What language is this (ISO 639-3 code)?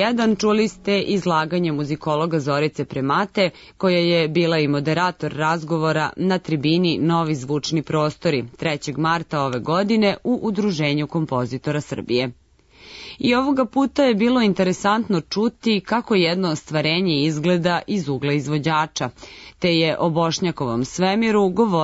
srp